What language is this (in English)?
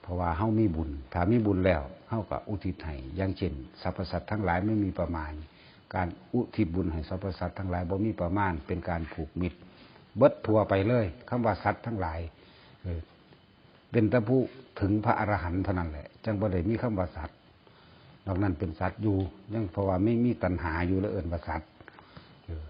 Northeastern Thai